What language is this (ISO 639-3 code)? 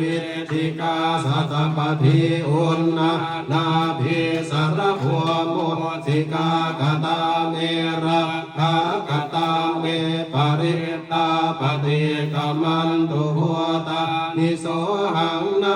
pli